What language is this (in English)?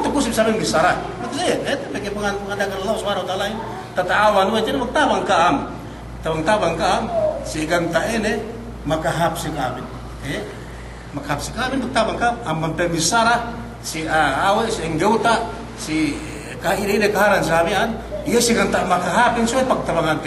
Yakan